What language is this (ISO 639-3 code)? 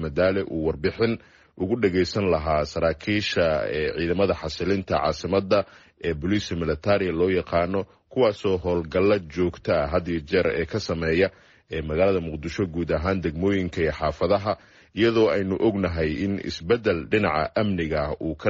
som